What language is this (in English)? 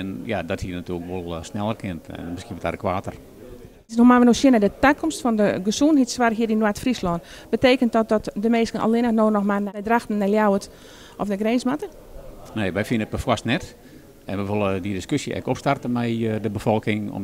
Western Frisian